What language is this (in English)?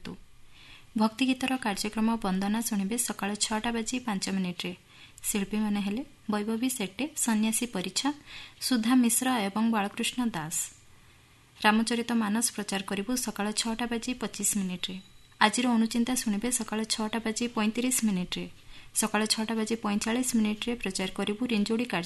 Odia